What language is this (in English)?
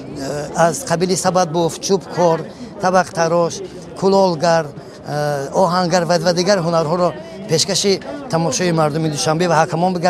Tajik